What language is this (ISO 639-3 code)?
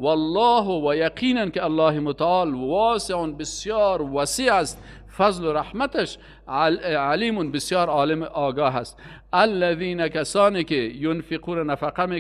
fas